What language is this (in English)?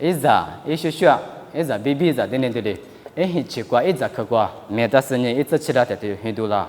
Lisu